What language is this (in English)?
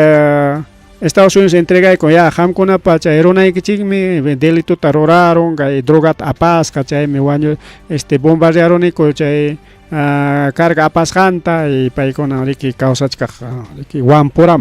Ayacucho Quechua